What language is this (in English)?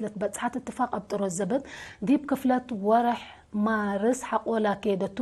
Tigre